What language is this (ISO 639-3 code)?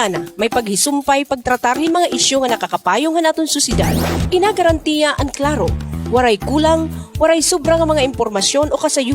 war